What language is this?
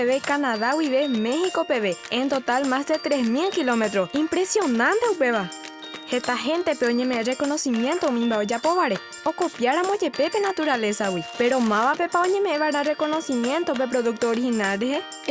Guarani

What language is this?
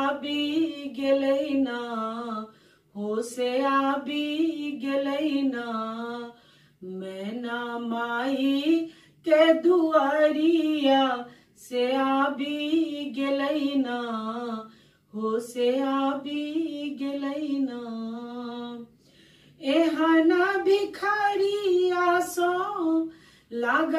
Maithili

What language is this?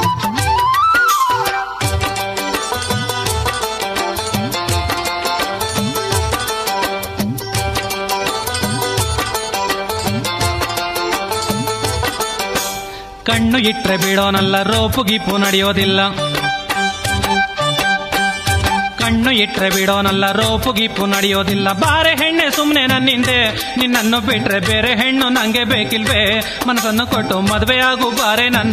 Kannada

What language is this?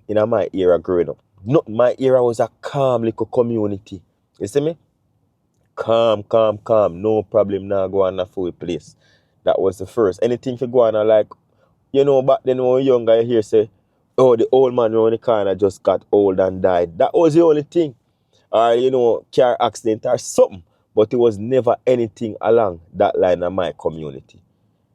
Jamaican Creole English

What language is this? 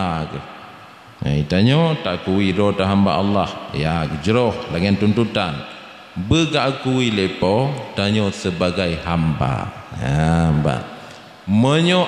Achinese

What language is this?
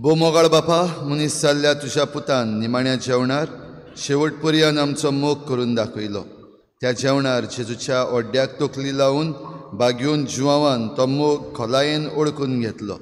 Konkani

